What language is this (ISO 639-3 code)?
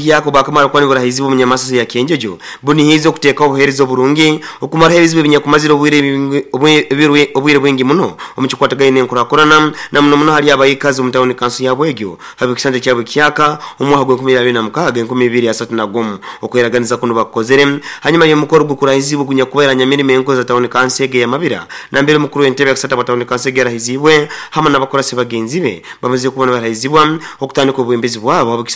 nyo